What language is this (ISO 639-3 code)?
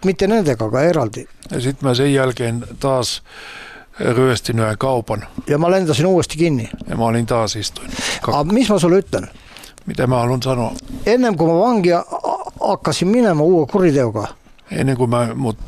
est